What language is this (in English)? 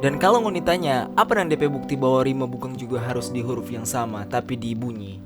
Manado Malay